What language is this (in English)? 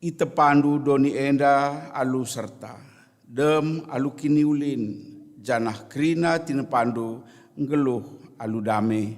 Batak Karo